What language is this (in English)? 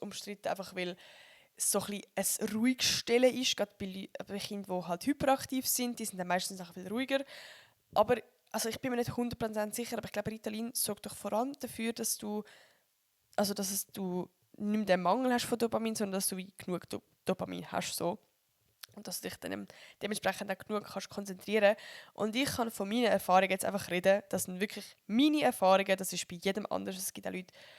Swiss German